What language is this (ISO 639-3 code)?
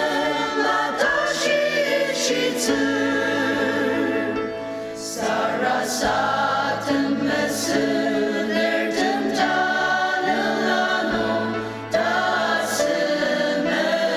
njo